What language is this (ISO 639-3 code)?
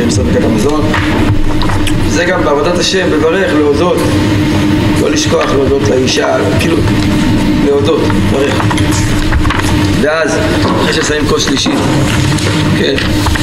heb